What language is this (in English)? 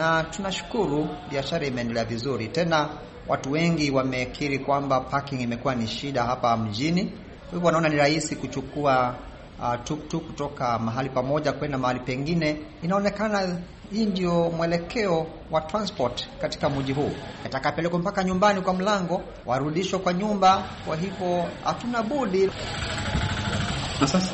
Swahili